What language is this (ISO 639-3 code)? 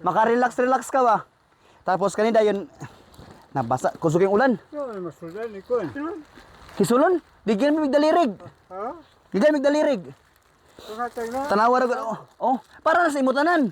ceb